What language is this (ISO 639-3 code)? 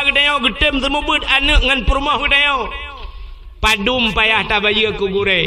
ace